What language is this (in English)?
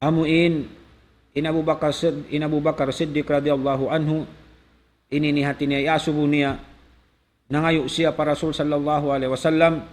Tausug